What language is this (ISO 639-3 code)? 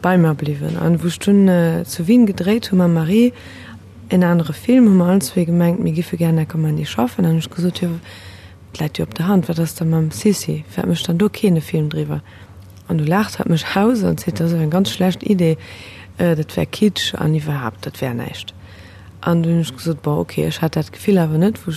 ltz